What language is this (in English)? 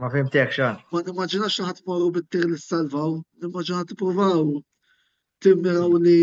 Maltese